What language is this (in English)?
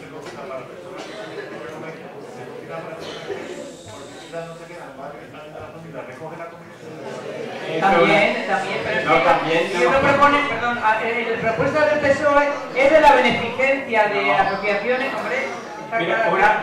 Spanish